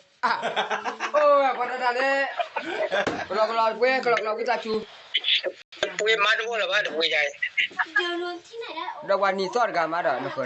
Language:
S'gaw Karen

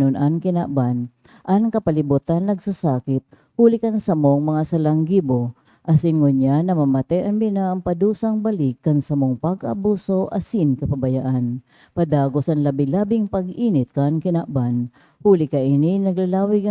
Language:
Bikol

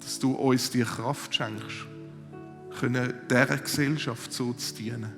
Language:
Swiss German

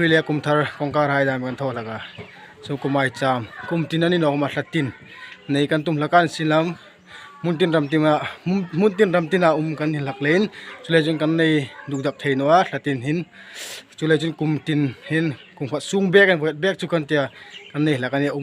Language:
Hmar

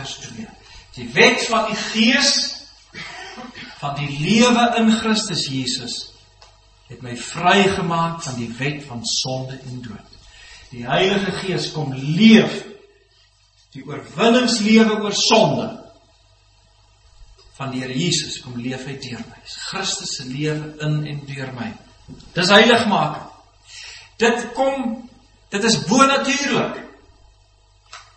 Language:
Afrikaans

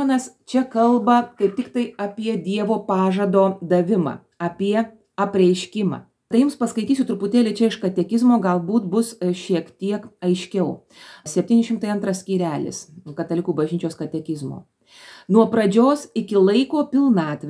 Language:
Lithuanian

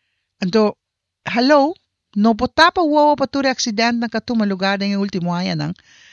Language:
Papiamento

